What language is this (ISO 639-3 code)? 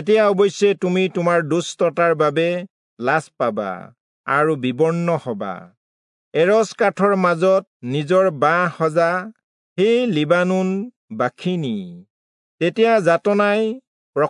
asm